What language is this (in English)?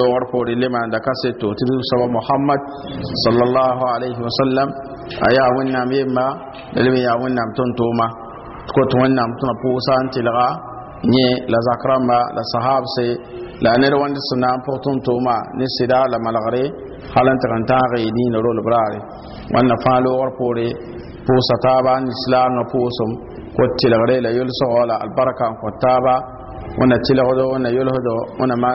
Mossi